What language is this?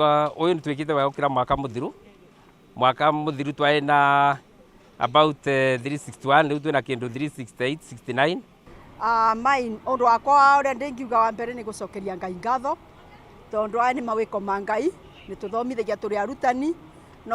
Kikuyu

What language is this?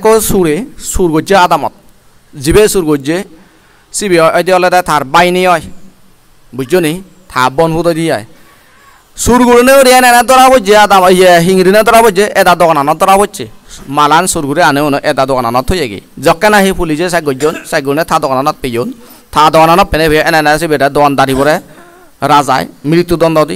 Chakma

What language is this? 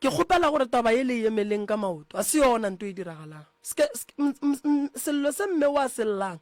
Northern Sotho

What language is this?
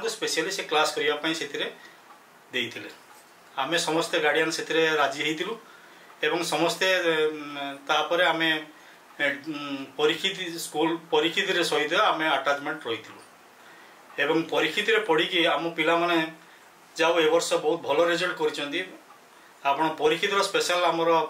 Odia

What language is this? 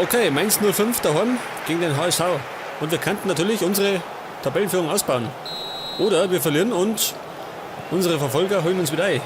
Bavarian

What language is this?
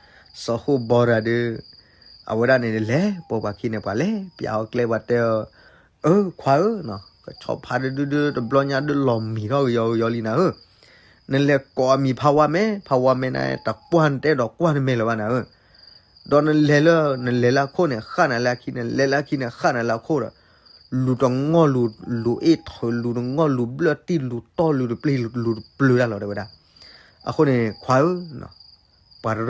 S'gaw Karen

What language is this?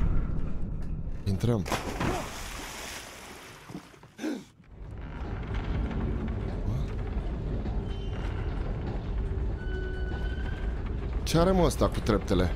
Romanian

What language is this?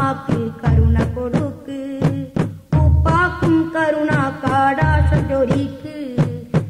Malayalam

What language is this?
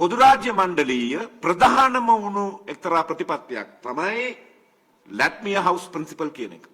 Sinhala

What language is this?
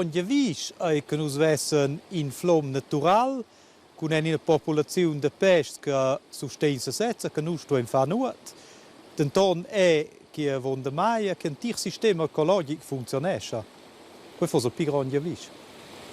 Romansh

